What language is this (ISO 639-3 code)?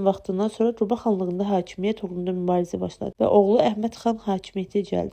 aze